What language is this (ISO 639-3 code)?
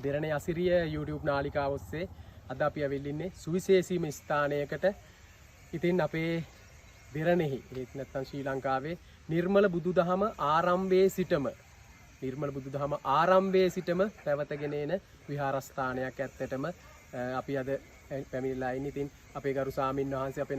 sin